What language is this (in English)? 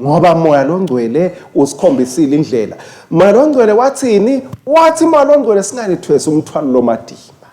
Swati